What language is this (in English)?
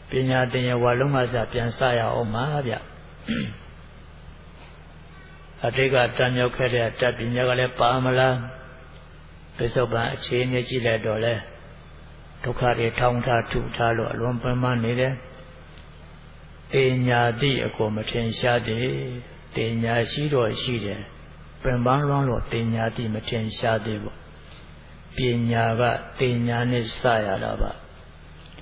Burmese